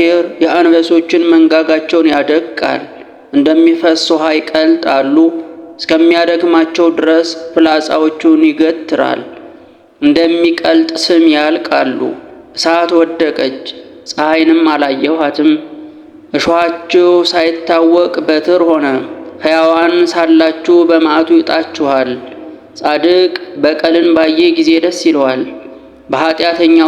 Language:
Amharic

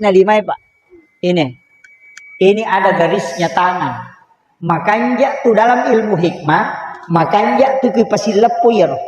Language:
Buginese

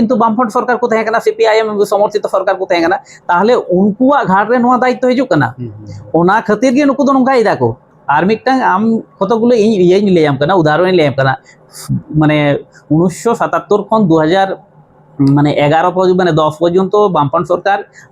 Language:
Santali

